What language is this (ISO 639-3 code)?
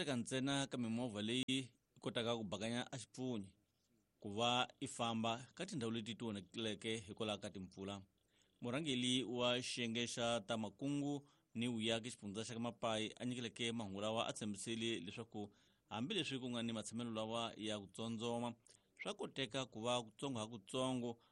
tso